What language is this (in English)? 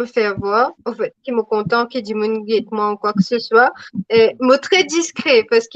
Morisyen